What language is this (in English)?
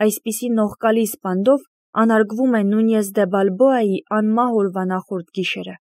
Armenian